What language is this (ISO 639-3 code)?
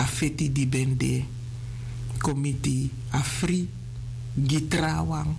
srn